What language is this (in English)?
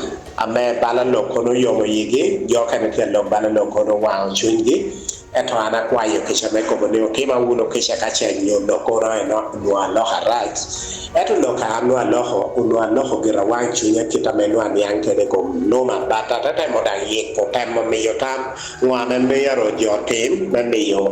Acoli